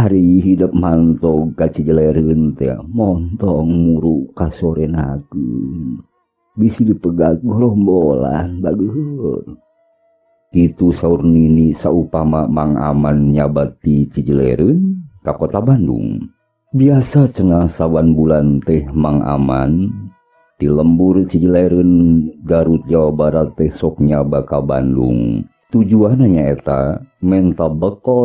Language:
Sundanese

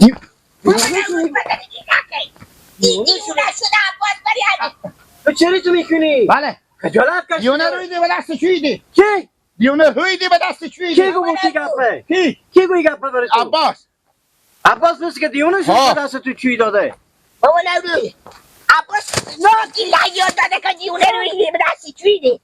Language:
Persian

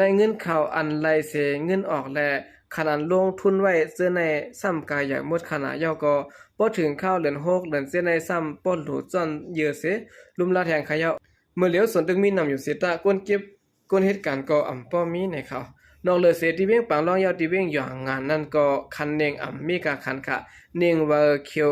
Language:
Shan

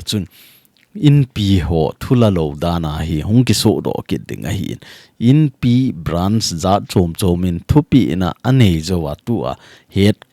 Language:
Thado Chin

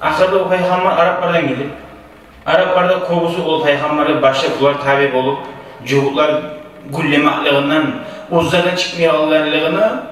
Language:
Kumyk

